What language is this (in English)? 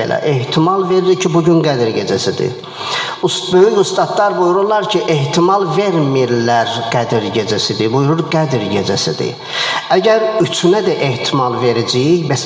Azerbaijani